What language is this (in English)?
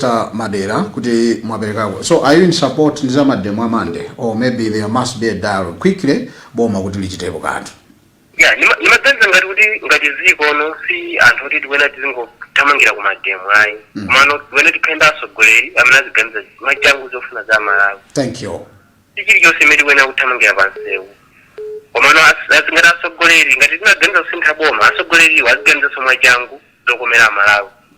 Nyanja